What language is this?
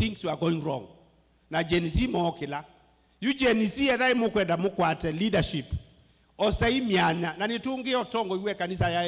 Kamba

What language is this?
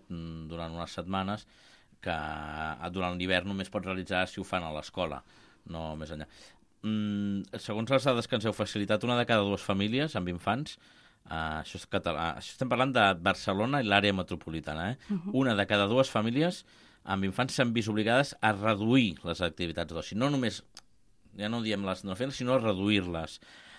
Catalan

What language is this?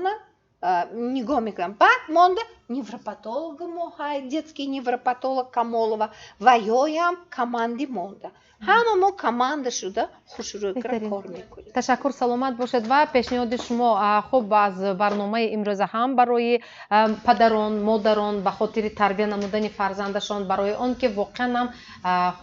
Tajik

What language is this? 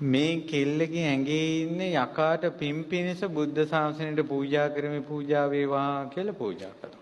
Sinhala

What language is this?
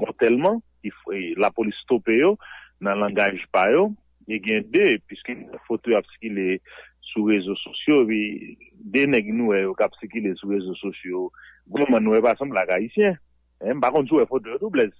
Haitian Creole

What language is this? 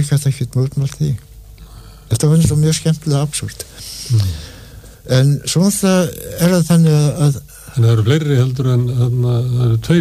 Icelandic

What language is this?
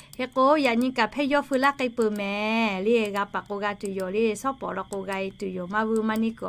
Lahu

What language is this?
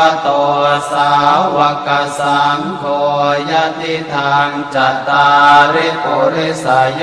Pali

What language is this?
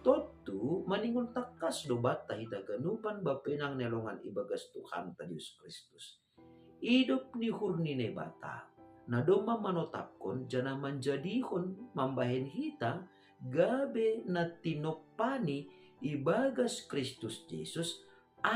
Batak Simalungun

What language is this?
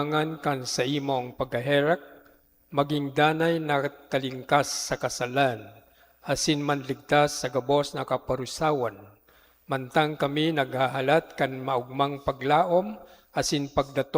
Bikol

